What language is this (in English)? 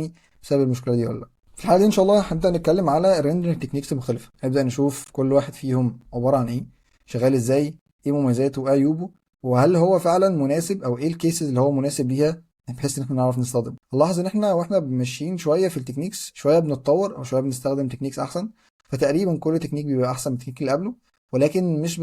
Egyptian Arabic